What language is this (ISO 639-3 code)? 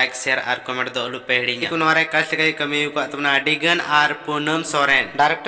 sat